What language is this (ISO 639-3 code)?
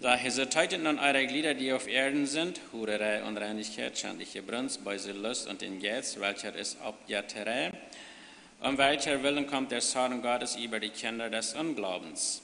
pdt